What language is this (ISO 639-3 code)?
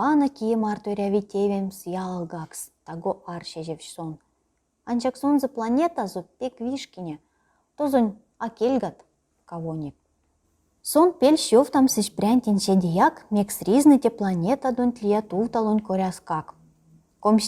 myv